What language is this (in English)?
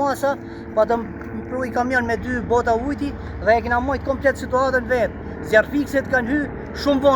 Albanian